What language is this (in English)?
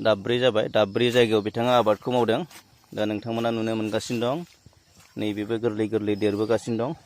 Bodo